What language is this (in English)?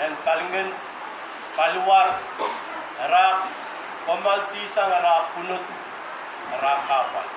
Pohnpeian